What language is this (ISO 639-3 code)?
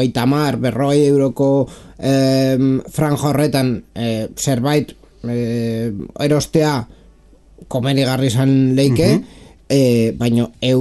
eus